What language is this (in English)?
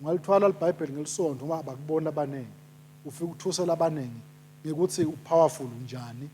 Swati